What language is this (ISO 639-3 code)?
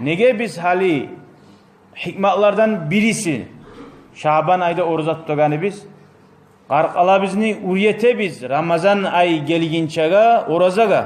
kum